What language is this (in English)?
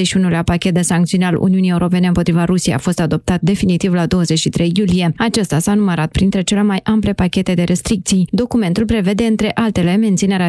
Romanian